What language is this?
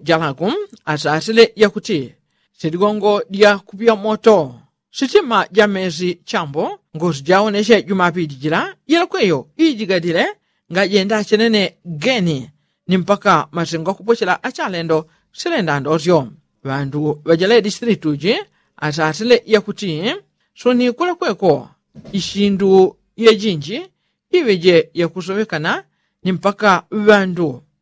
Yao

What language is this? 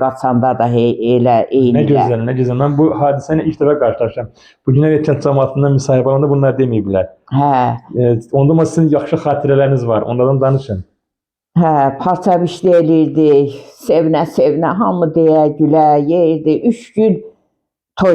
Azerbaijani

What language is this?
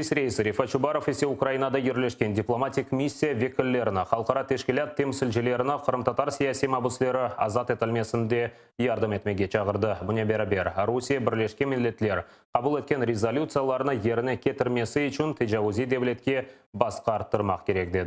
Crimean Tatar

